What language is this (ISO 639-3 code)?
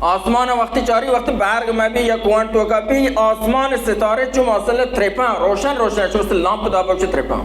bal